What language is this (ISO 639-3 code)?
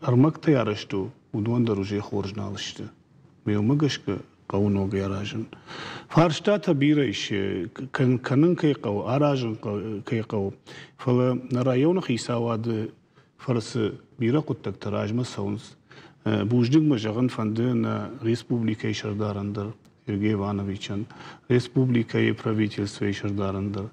oss